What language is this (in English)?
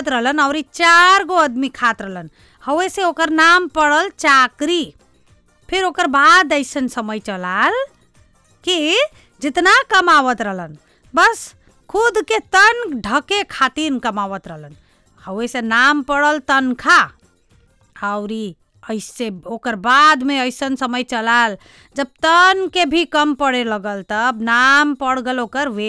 Bhojpuri